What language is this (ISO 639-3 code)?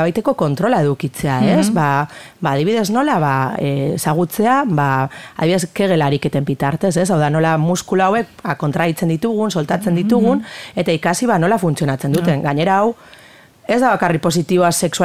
eus